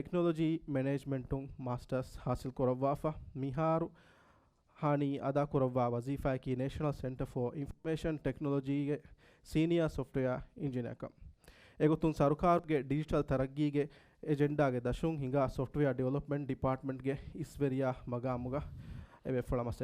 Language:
Divehi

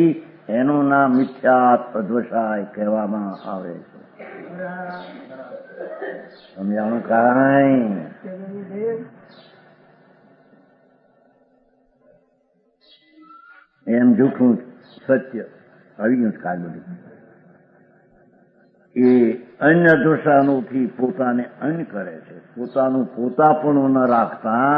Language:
Gujarati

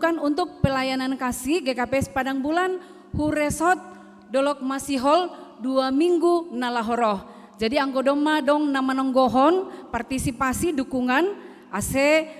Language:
Batak Simalungun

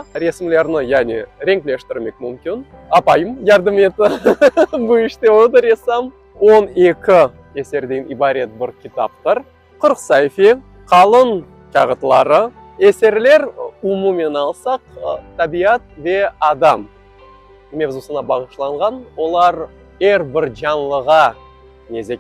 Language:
Crimean Tatar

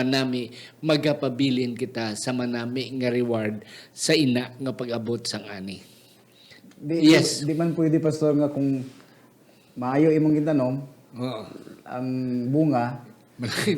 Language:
Hiligaynon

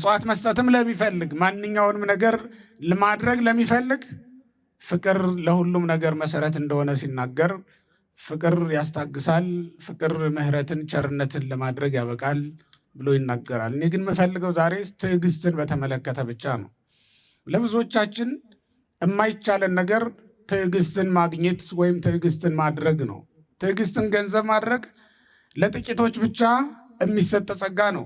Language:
Amharic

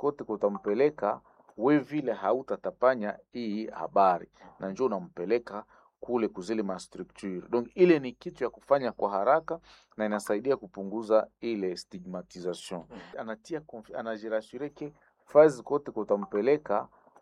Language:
Swahili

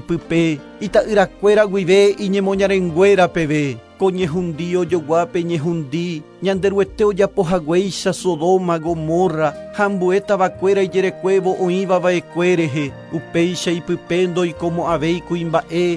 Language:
Guarani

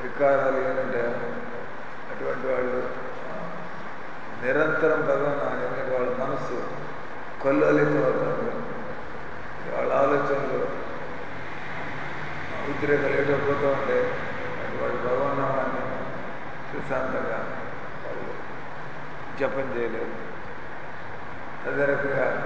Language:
Telugu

